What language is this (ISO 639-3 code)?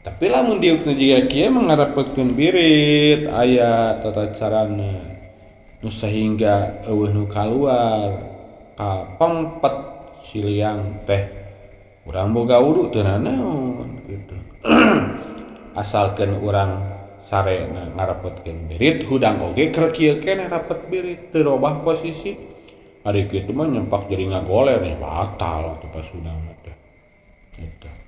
sun